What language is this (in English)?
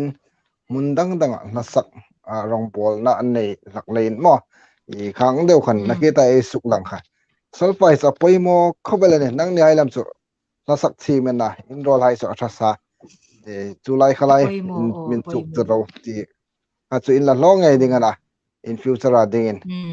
Hmar